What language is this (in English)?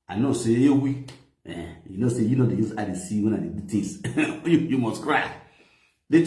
Nigerian Pidgin